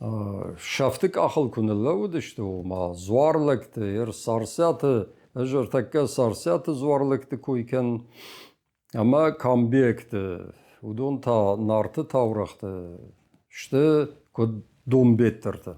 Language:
Ossetic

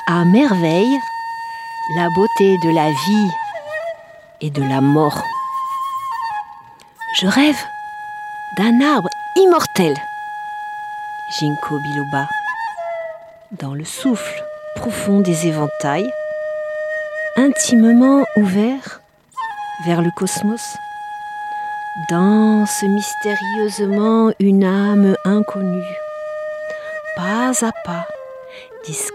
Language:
French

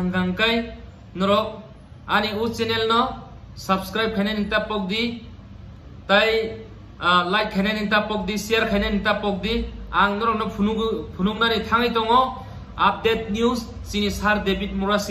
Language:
Kok Borok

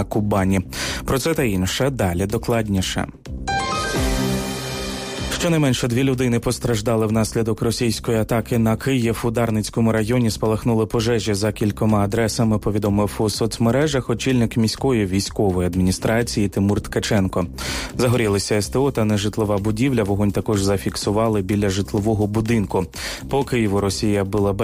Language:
Ukrainian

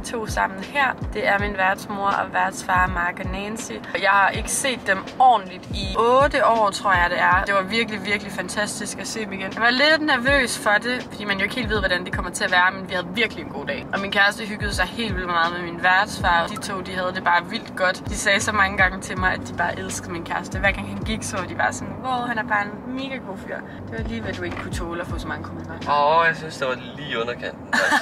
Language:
Danish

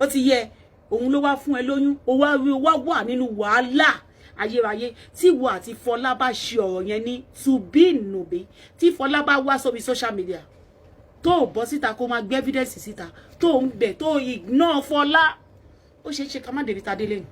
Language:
Yoruba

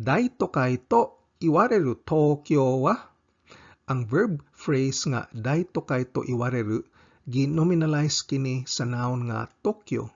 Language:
Cebuano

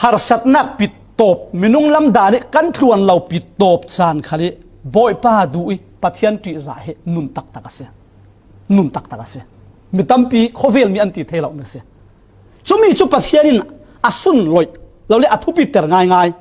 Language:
Falam Chin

